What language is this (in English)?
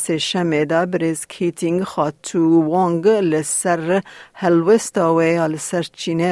Kurdish